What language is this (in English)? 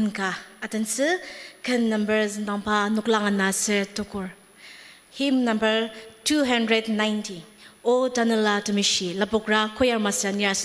Ao Naga